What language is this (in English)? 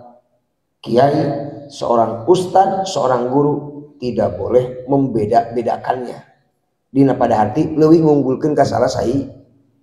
Sundanese